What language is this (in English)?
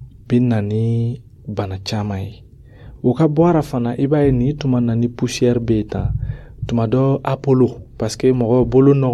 Dyula